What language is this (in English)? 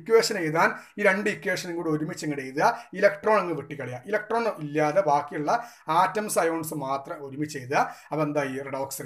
Malayalam